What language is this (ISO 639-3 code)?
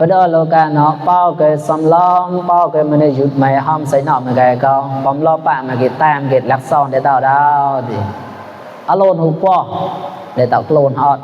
mnw